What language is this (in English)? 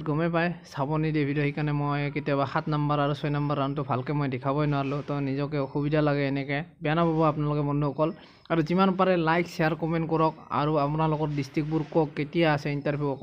Assamese